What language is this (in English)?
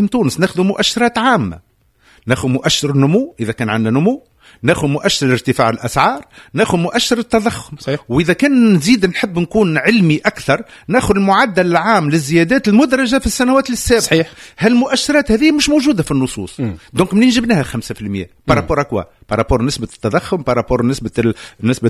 Tunisian Arabic